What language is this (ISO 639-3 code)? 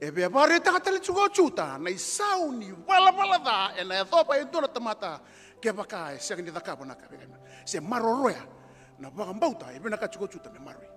fij